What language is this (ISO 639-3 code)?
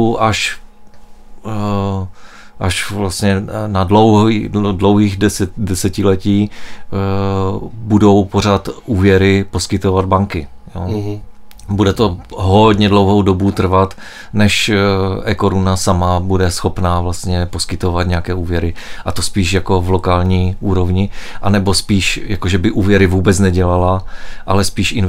ces